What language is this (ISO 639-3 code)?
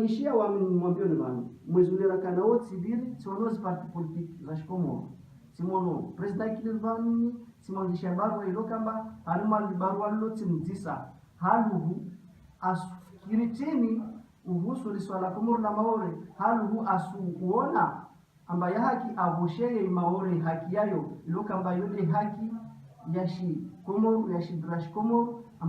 zdj